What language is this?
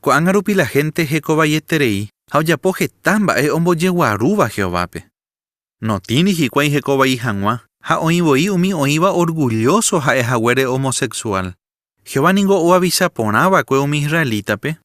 Guarani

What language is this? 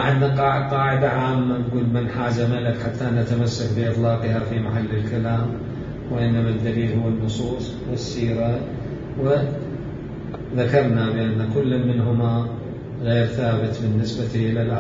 Mesopotamian Arabic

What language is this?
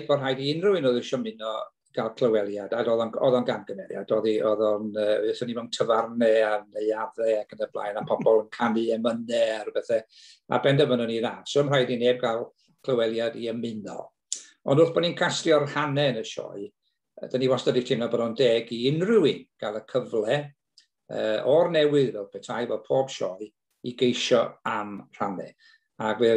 Welsh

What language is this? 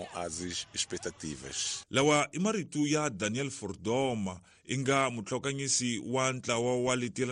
Tsonga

